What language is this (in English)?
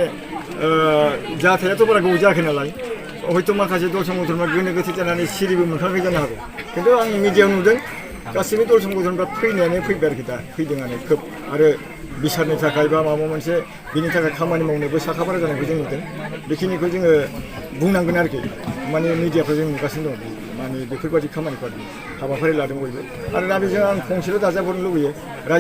Bodo